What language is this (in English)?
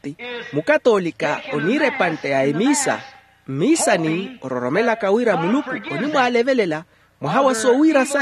Makhuwa